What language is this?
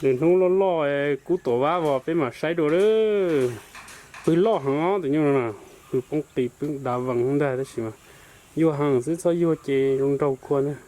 Hmong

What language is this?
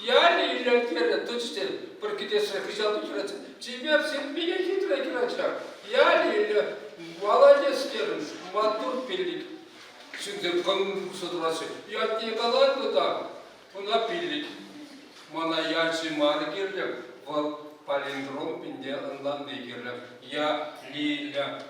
Chuvash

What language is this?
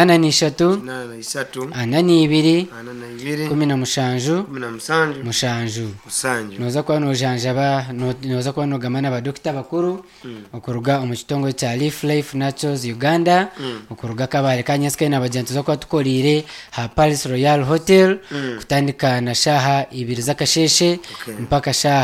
Nyankole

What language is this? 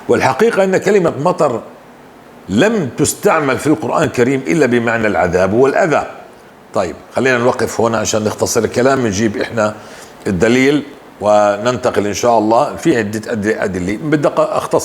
North Levantine Arabic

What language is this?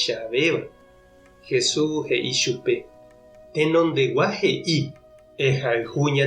Guarani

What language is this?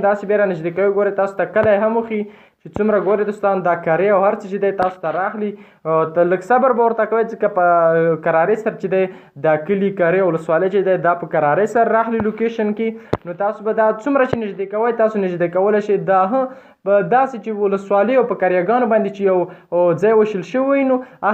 Pashto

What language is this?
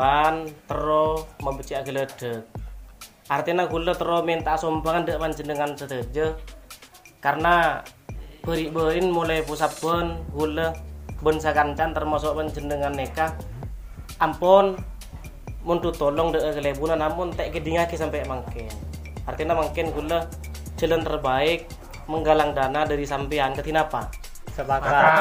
Madurese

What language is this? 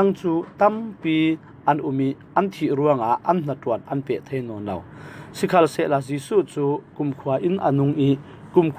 Falam Chin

